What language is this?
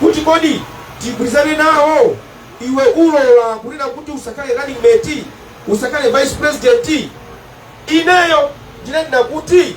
Nyanja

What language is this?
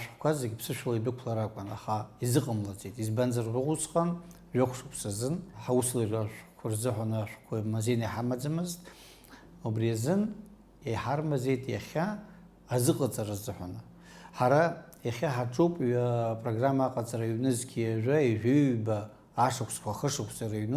Abkhazian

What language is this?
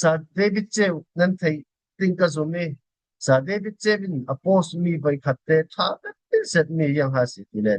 Falam Chin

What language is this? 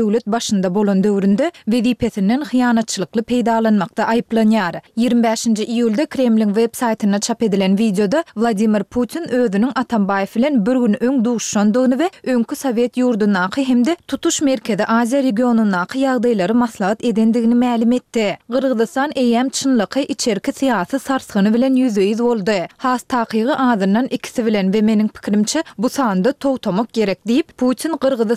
Turkmen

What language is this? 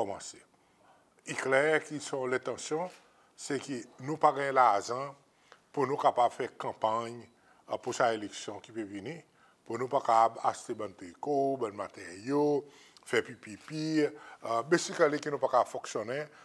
Seselwa Creole French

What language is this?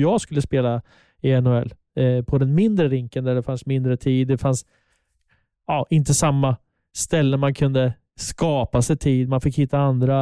Swedish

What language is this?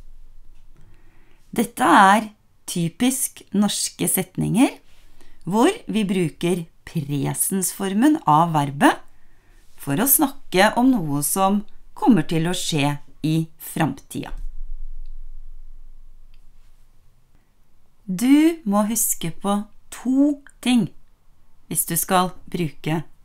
Norwegian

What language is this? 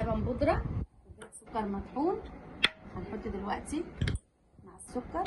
Egyptian Arabic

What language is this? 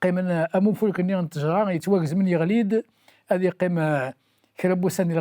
Kabyle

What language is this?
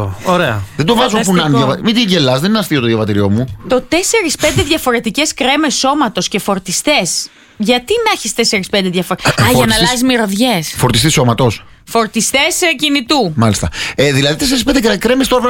Greek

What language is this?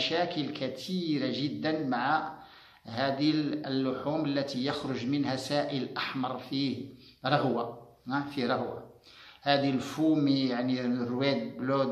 Arabic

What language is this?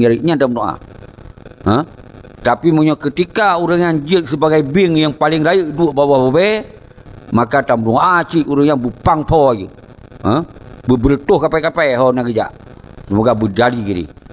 Achinese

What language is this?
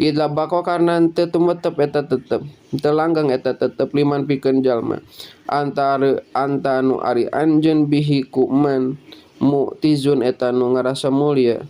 Sundanese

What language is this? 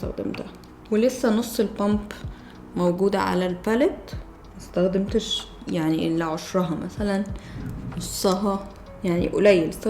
Egyptian Arabic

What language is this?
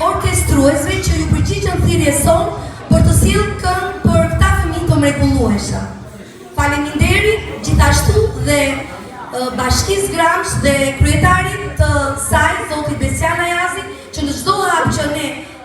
Albanian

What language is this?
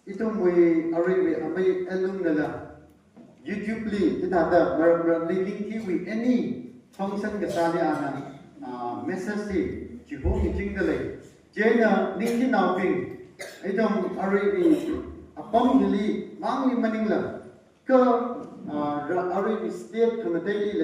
Tangkhul Naga (India)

